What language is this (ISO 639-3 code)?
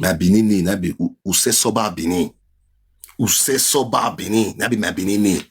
pcm